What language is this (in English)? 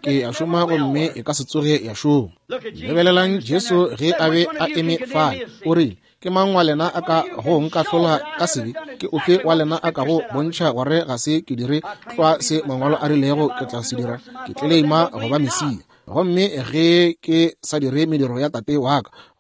Northern Sotho